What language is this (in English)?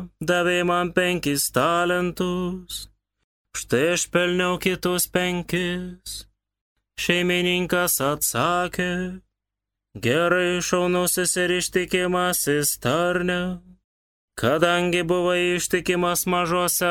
Lithuanian